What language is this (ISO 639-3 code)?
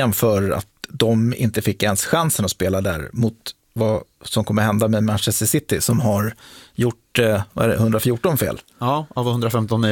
swe